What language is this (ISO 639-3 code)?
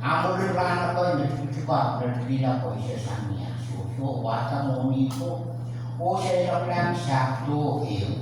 pon